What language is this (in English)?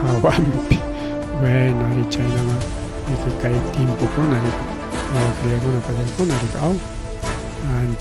Ayacucho Quechua